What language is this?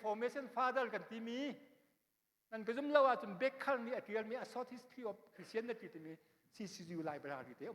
Hakha Chin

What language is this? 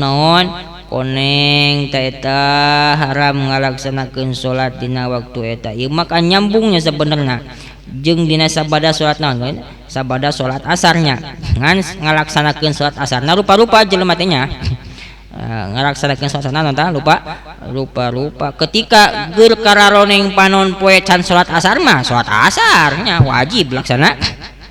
Sundanese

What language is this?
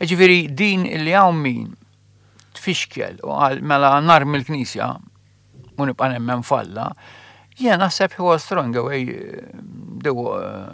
Maltese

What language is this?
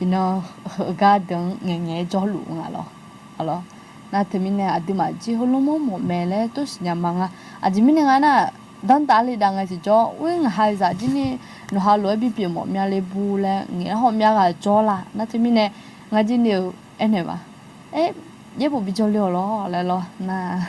Akha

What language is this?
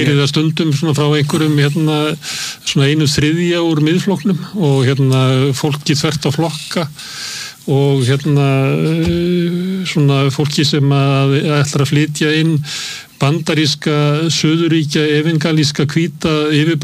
Icelandic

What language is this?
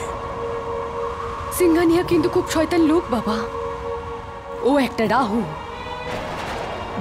Bangla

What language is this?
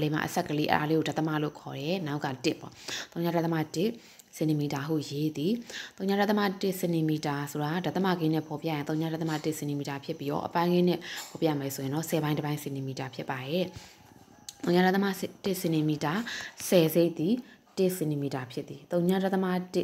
Burmese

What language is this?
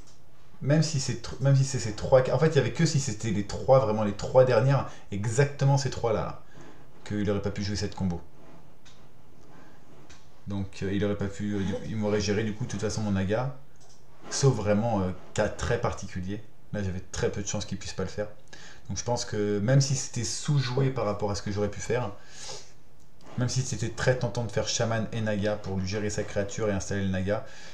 French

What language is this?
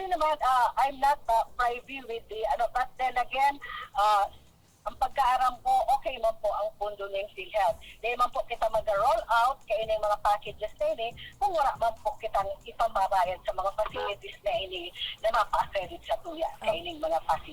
Bikol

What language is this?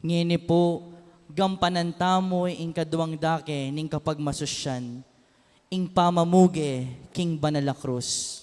Pampanga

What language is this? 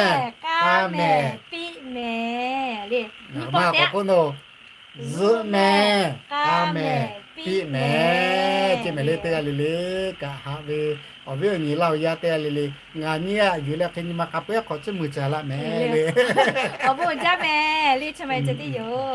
Lahu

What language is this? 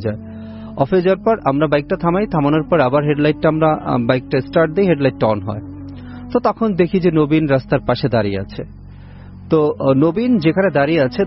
Bangla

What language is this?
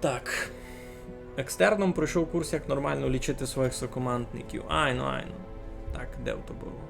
Rusyn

